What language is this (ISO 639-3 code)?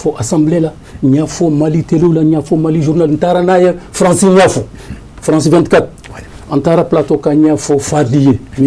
bam